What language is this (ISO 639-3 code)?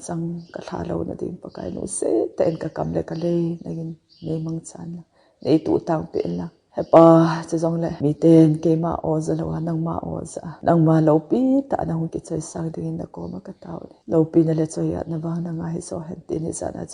tcz